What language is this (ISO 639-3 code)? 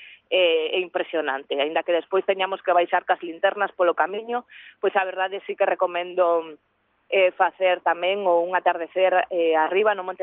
glg